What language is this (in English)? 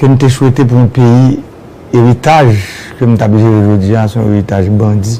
Haitian Creole